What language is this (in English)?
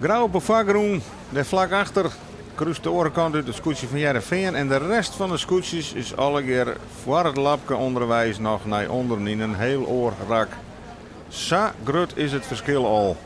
Western Frisian